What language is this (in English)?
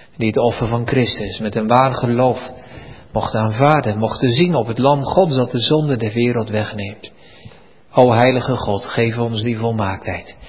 Dutch